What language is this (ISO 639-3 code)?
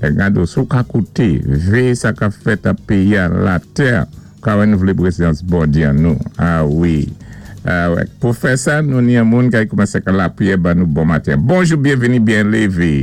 acf